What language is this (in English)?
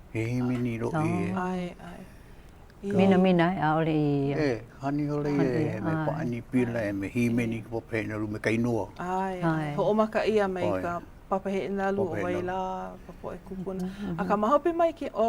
Hawaiian